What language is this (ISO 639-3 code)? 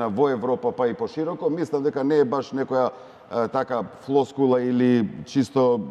mkd